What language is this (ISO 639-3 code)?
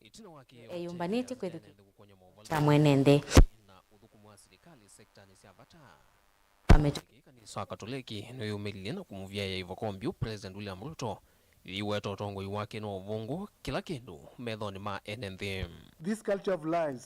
kam